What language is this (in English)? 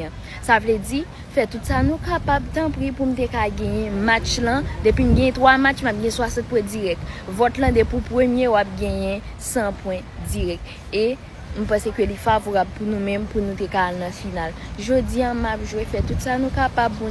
Haitian Creole